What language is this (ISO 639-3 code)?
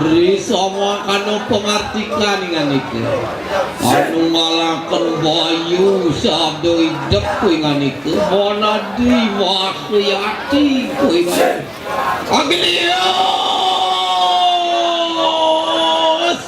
ban